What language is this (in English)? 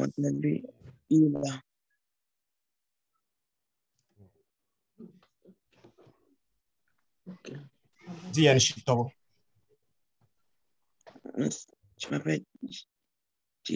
French